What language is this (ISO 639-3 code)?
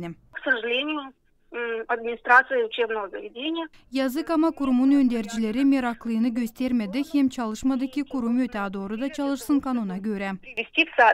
gag